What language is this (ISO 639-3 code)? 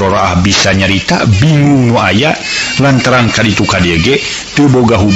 sun